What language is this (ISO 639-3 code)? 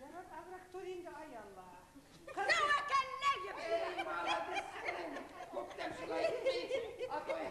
bak